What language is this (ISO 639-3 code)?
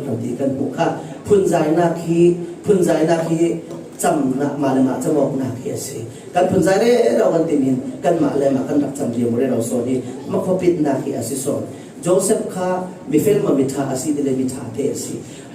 cfm